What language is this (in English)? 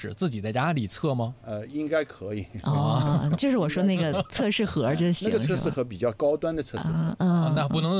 Chinese